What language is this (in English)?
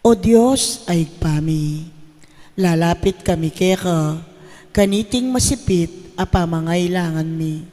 Pampanga